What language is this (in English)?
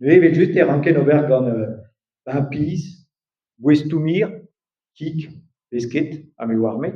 Breton